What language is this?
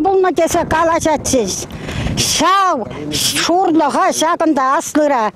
Chuvash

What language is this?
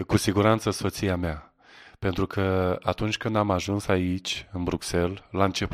Romanian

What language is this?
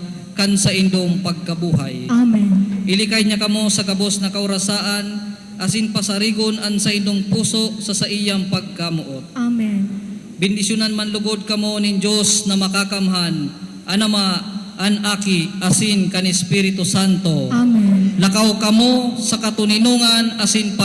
Bikol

